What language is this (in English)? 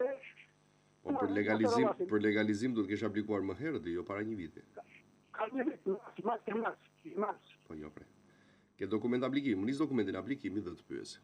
Albanian